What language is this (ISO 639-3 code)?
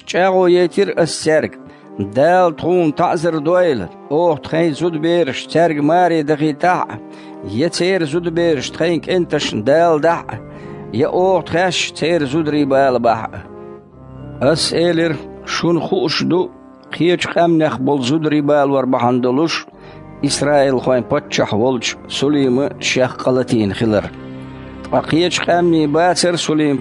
che